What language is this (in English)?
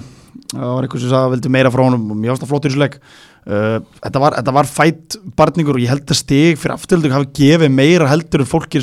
Icelandic